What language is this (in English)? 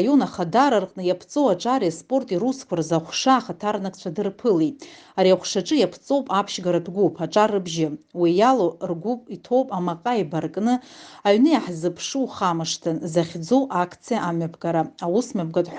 Abkhazian